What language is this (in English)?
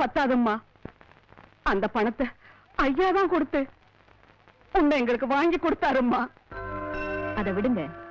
Tamil